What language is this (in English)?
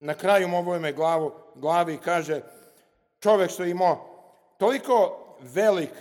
Serbian